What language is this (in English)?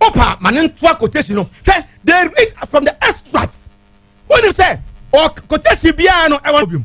Akan